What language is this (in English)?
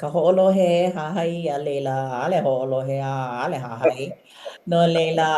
Hawaiian